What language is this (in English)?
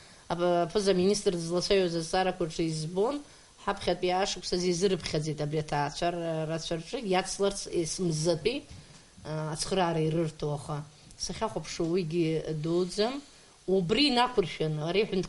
Abkhazian